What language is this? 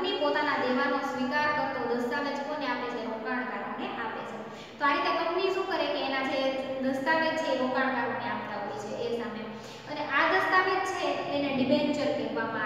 Gujarati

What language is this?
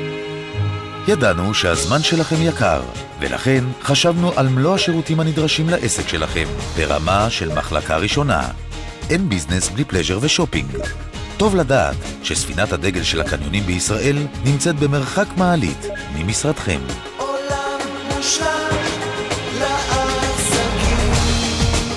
Hebrew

